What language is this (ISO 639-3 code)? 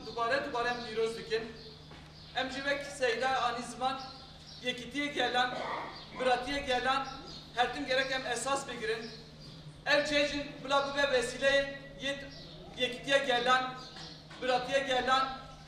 kur